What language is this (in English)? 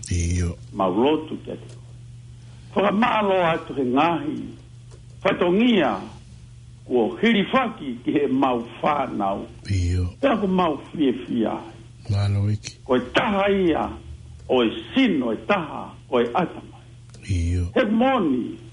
Tongan